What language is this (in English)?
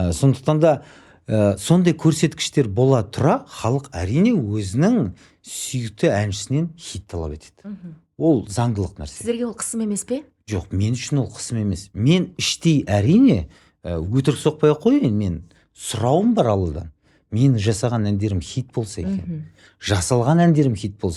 Kazakh